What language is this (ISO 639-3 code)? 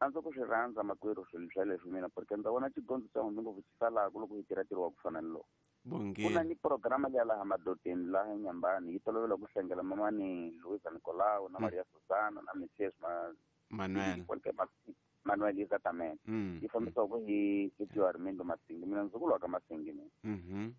tso